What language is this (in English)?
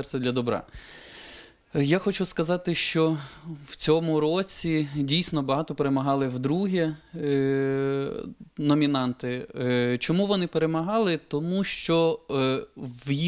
Ukrainian